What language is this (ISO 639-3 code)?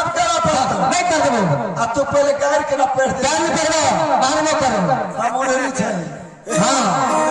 mai